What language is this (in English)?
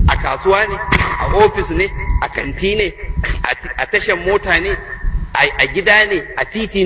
Hausa